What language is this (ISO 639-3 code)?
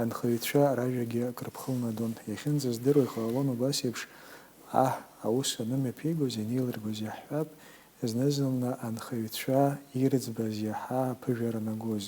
abk